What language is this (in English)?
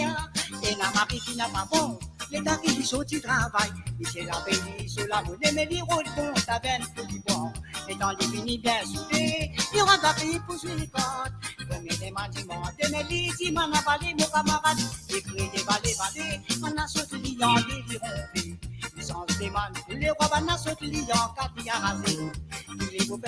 Morisyen